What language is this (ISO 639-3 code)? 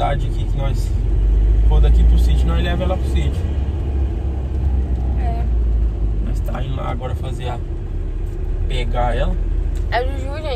por